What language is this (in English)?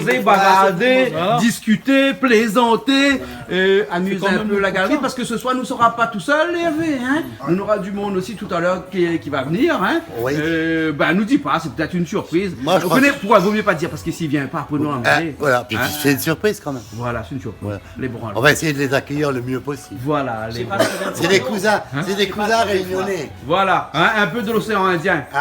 Réunion Creole French